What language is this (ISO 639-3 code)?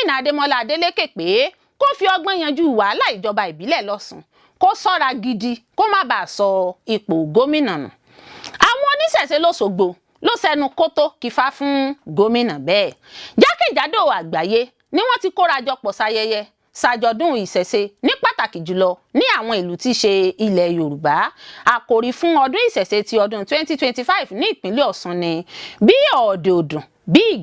yor